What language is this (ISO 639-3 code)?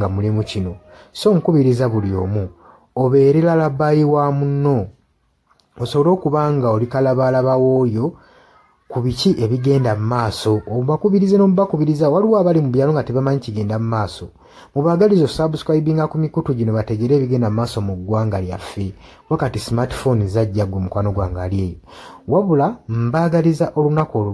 lug